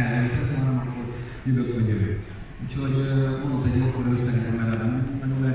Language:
Hungarian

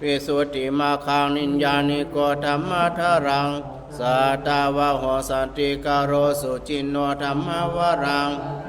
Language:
Pali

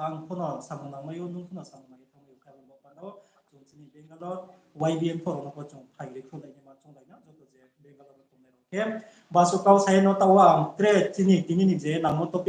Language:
Riang (India)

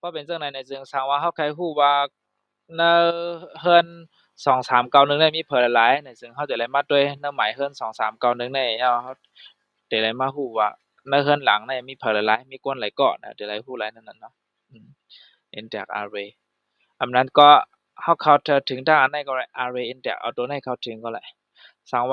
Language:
Shan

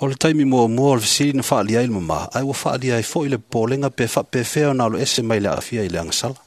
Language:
Samoan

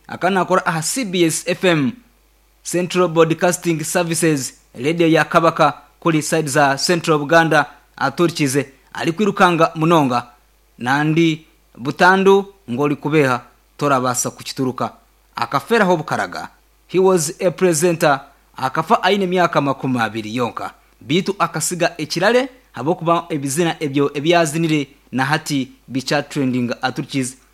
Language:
Nyankole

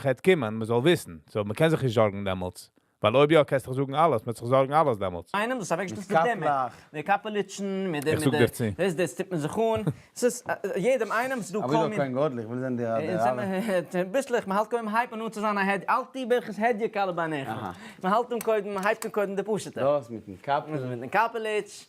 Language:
Yiddish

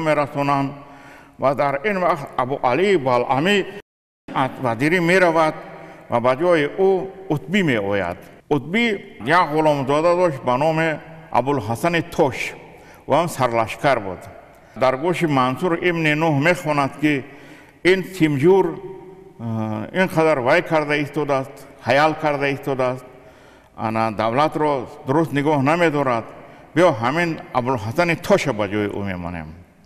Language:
Tajik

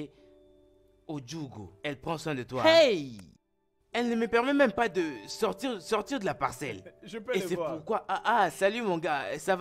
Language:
French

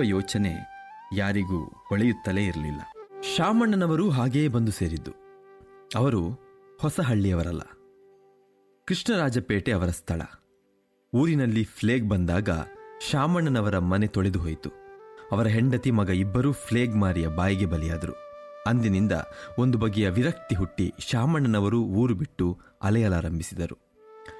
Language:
Kannada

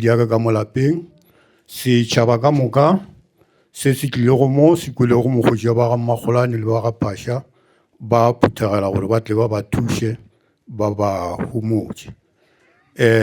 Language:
Northern Sotho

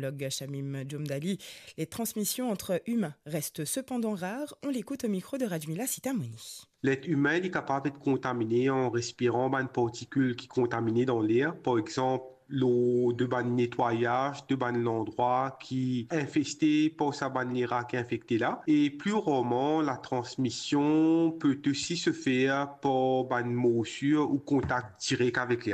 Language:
Morisyen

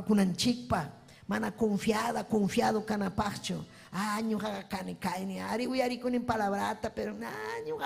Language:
Ayacucho Quechua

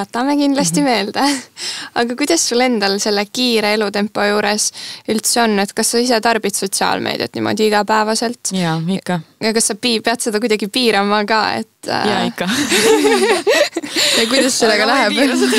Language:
Estonian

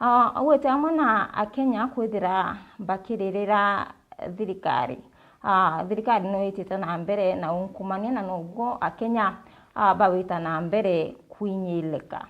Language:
Meru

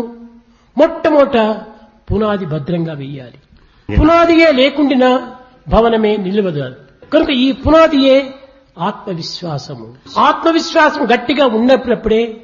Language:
Telugu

